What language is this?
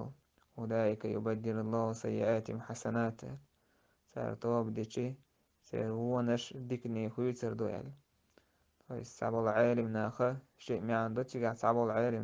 Chechen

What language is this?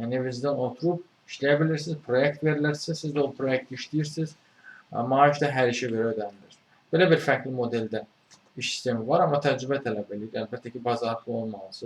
Azerbaijani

